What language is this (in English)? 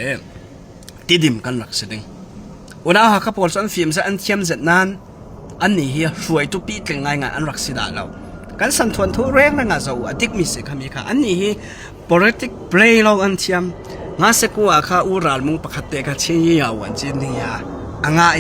Falam Chin